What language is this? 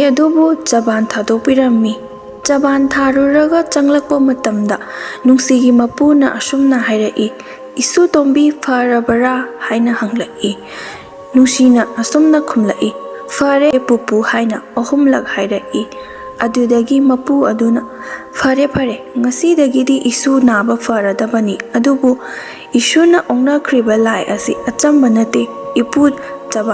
Manipuri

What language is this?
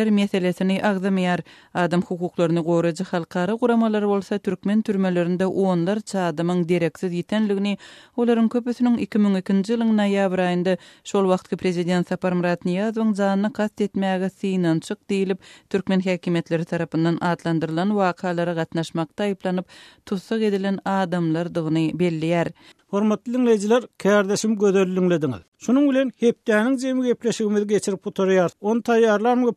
Turkmen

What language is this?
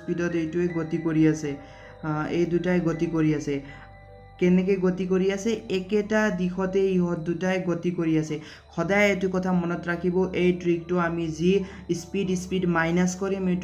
Assamese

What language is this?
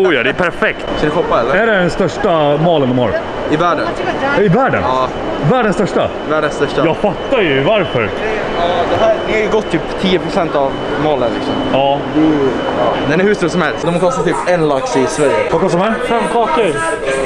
Swedish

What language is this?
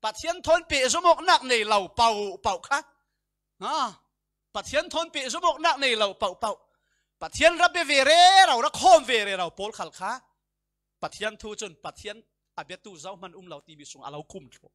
Falam Chin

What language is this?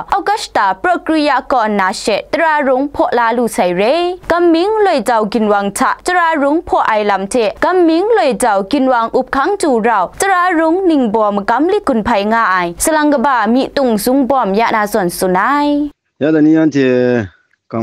Kachin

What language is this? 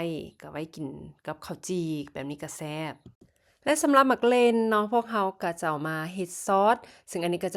Lao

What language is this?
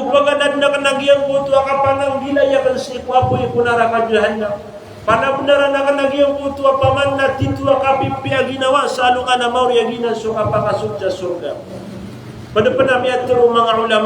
Maranao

